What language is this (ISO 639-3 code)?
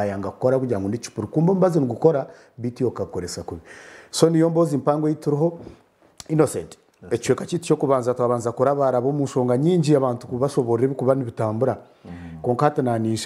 nyn